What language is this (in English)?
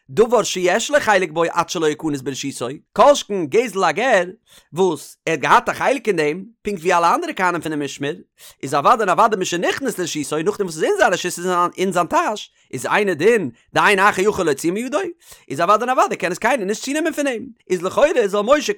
Yiddish